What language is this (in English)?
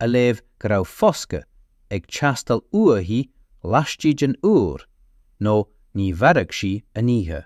Irish